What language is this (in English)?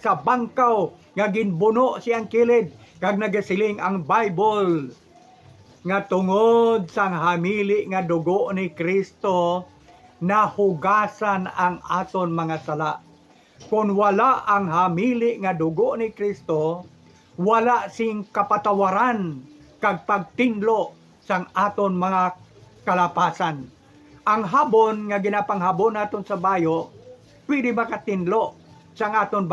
Hiligaynon